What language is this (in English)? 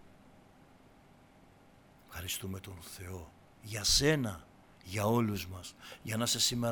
Greek